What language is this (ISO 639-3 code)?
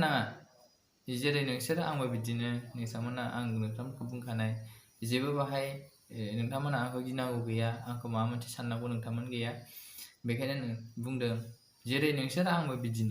brx